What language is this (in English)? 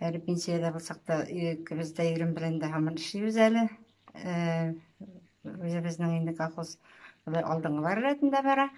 Tatar